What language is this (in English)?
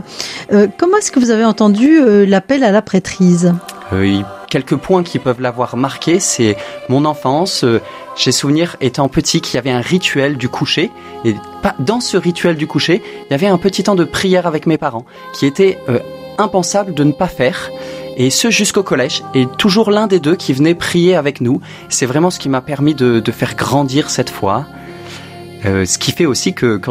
French